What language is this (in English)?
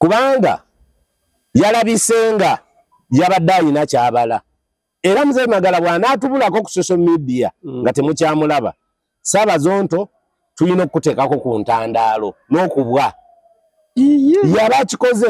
Ganda